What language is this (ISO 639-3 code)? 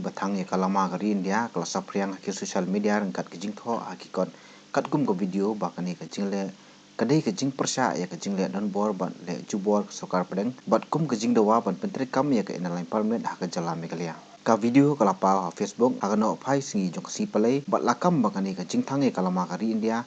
kha